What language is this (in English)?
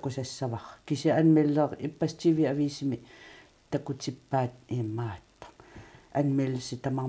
Kalaallisut